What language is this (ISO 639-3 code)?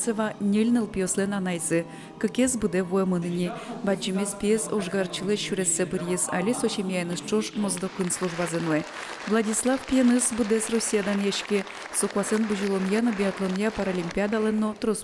udm